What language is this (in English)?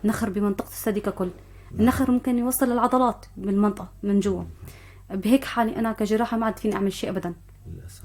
North Levantine Arabic